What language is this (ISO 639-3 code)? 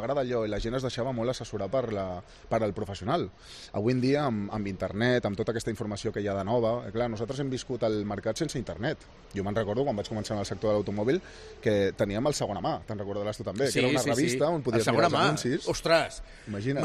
cat